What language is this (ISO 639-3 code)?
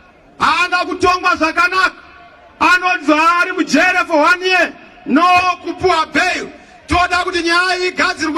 sna